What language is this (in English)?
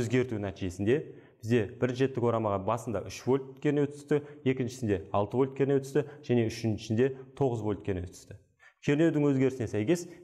Kazakh